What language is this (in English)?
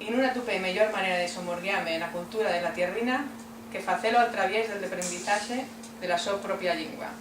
Asturian